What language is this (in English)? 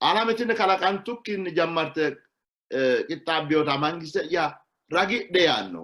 Sidamo